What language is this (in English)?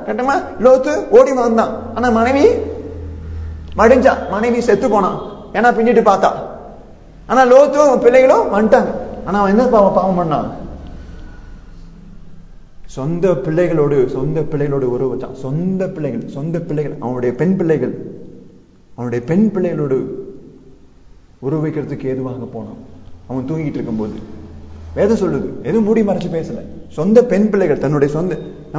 Tamil